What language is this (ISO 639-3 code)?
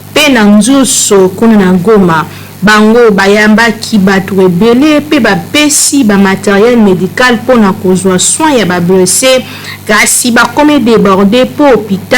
lin